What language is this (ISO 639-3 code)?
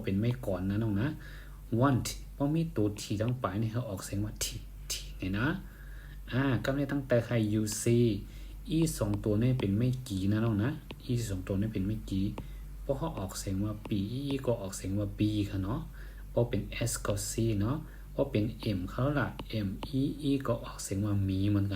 shn